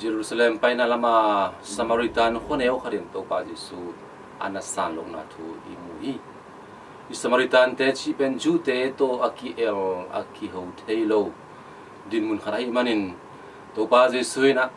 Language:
Tedim Chin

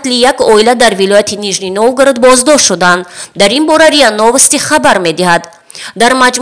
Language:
Tajik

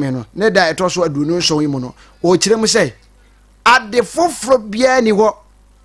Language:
Akan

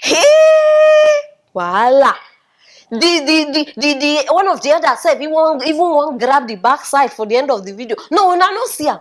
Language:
Nigerian Pidgin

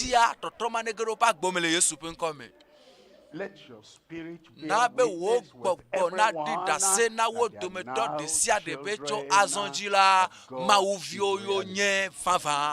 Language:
Ewe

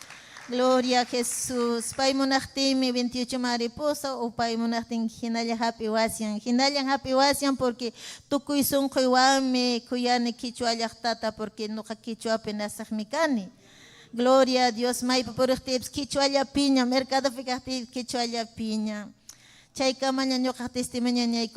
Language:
Ayacucho Quechua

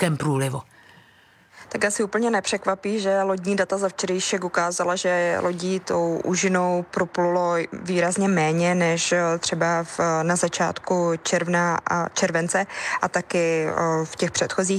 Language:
Czech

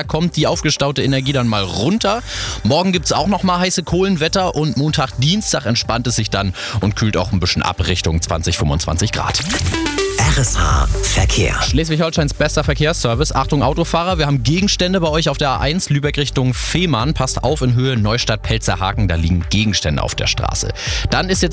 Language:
German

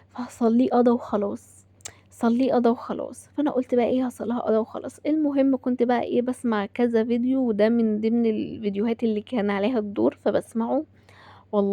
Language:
Egyptian Arabic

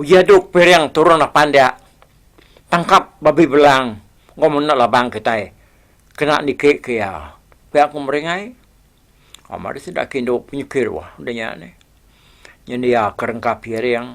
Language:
Iban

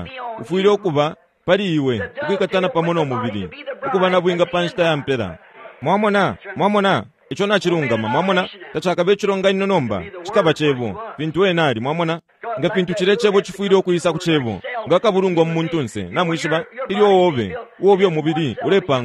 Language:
Bemba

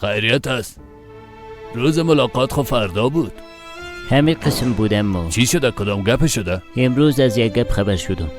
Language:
Persian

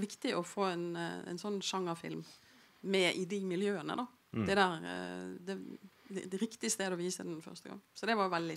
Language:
Norwegian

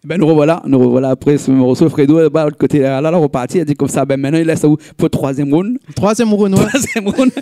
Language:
Réunion Creole French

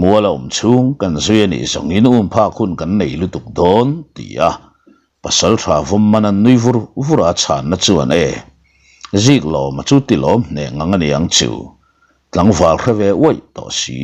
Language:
Mizo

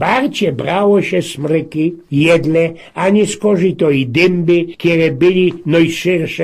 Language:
Silesian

